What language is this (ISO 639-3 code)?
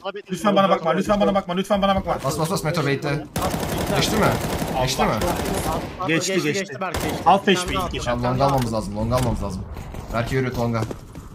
tur